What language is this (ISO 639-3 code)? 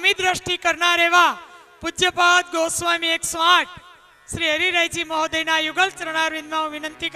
guj